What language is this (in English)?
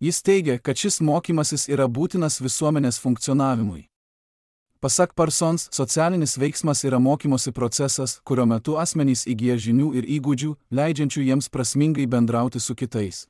Lithuanian